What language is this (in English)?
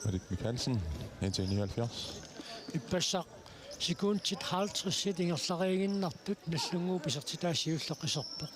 Kalaallisut